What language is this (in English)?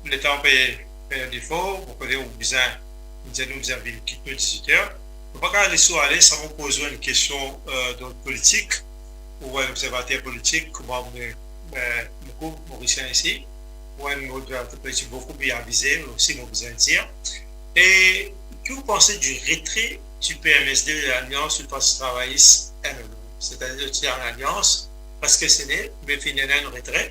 Morisyen